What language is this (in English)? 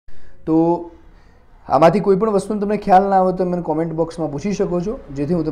Gujarati